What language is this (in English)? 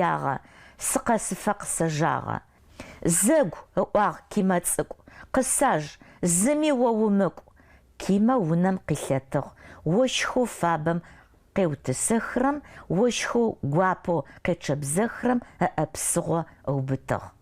Adyghe